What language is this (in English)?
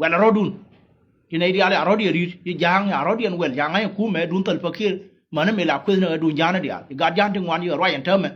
Nuer